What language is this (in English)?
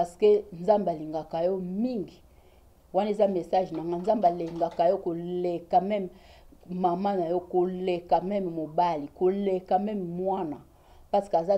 Lingala